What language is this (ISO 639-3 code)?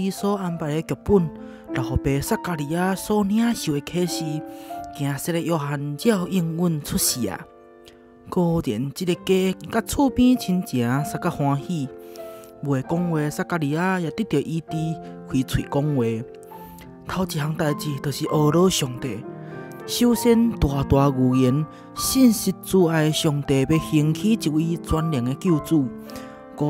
nan